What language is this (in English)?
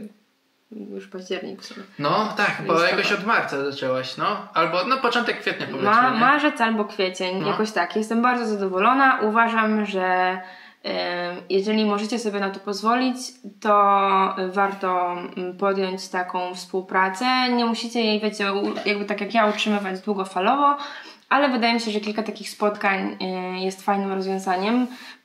Polish